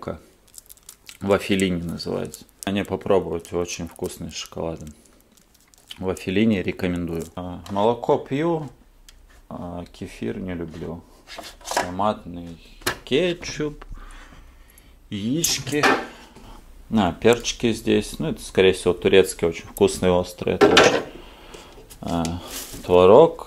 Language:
Russian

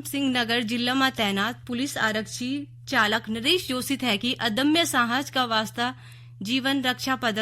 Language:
Garhwali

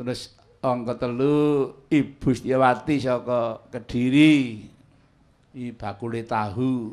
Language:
Javanese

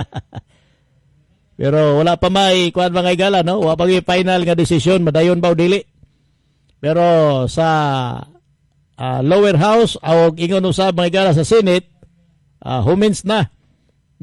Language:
Cebuano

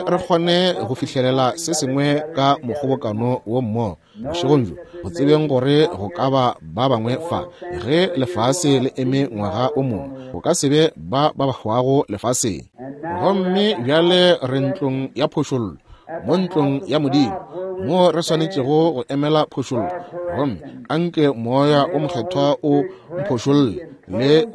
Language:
Northern Sotho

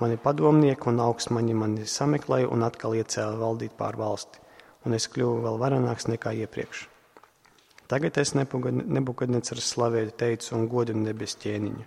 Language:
Latvian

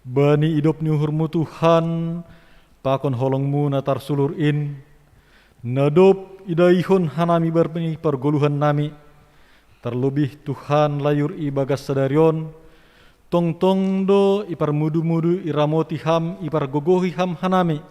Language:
Batak Simalungun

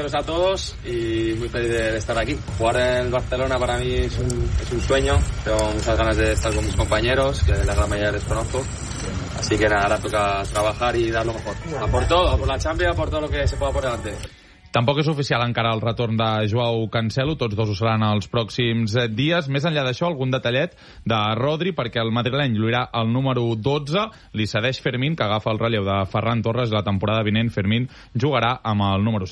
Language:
Catalan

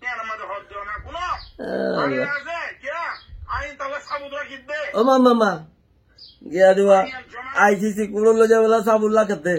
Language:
Rohingya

